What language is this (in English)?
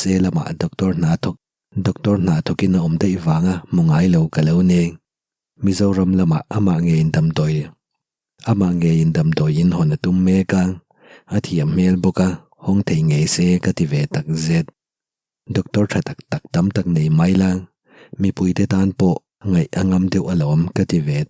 Mizo